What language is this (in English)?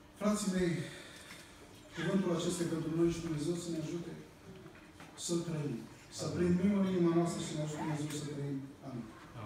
Romanian